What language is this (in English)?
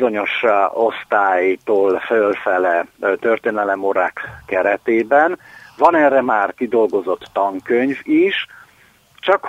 Hungarian